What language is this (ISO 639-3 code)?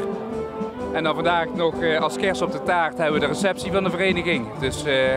lim